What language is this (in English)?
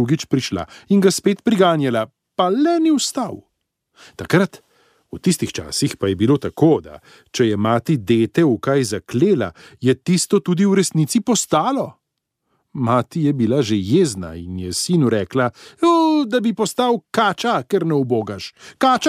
Slovenian